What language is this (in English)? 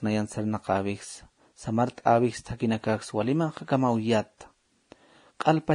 Aymara